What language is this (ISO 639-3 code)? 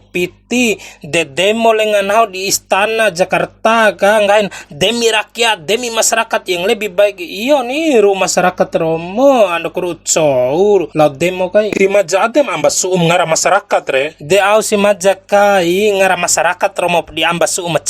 bhp